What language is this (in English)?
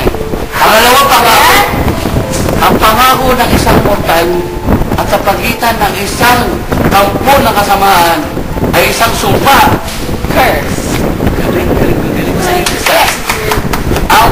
Filipino